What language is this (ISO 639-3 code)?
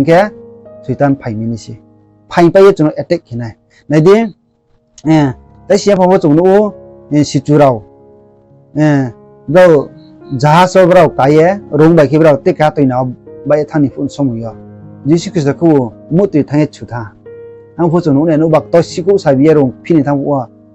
ria